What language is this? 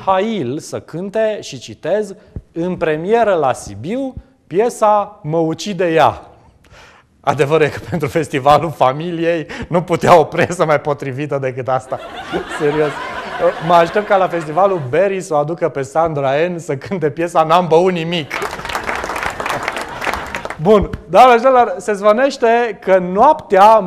Romanian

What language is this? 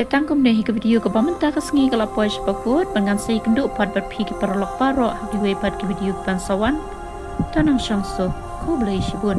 Khasi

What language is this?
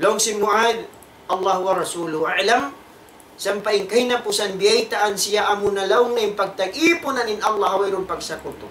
Tausug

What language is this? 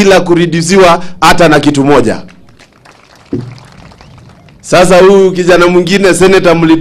Swahili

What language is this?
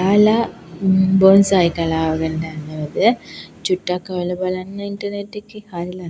Sinhala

